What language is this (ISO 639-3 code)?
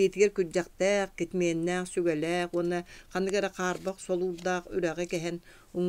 sah